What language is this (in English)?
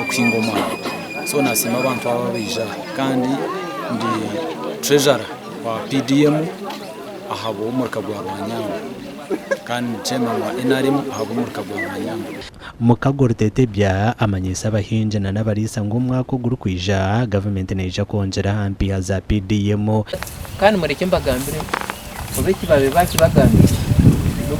Nyankole